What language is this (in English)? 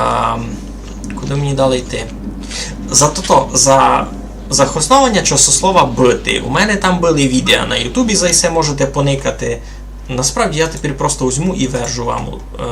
Rusyn